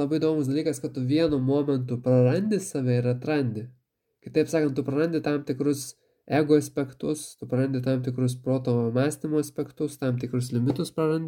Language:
Lithuanian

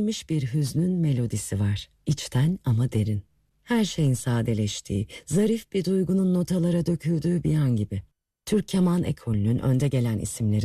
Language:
Turkish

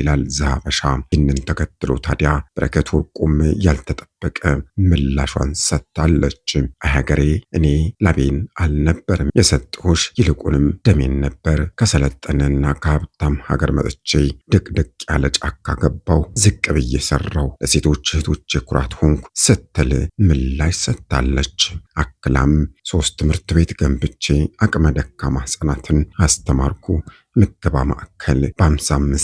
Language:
Amharic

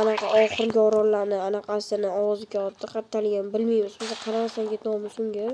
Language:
Uzbek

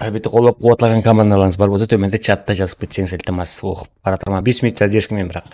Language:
Kara-Kalpak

